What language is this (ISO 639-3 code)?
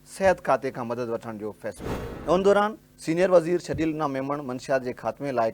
snd